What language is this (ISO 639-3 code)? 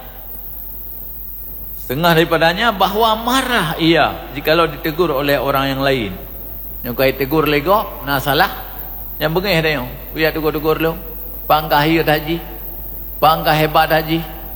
msa